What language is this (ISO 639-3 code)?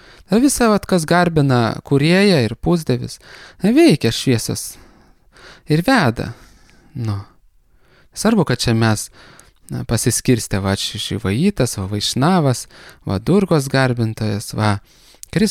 lit